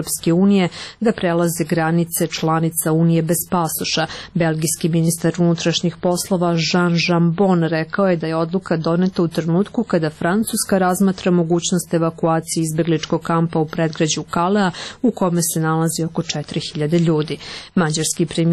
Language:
Serbian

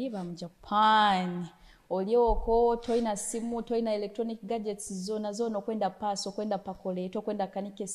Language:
Nyoro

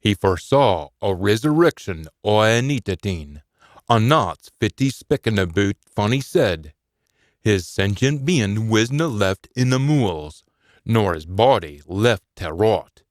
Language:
Scots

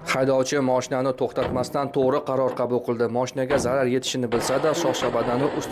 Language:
Uzbek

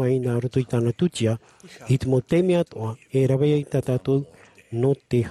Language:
Tahitian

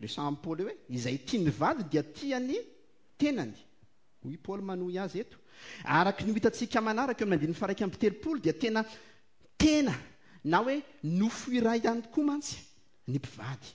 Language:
Malagasy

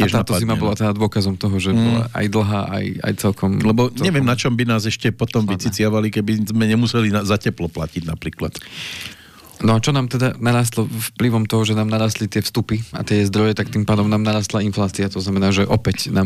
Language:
Slovak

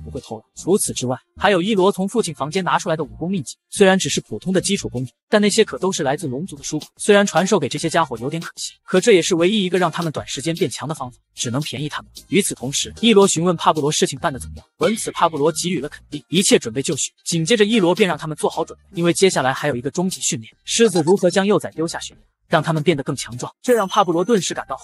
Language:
Chinese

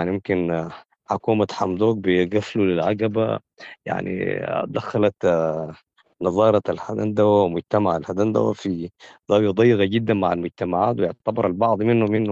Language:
Sudanese Arabic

